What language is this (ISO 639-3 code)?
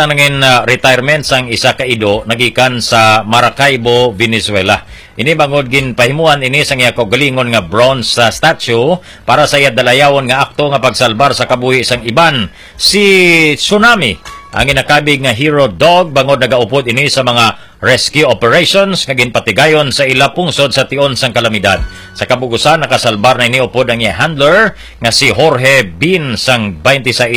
hil